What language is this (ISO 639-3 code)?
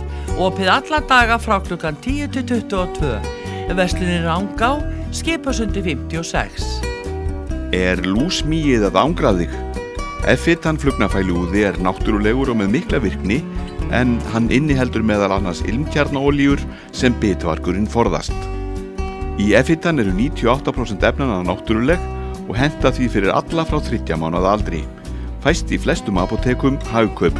isl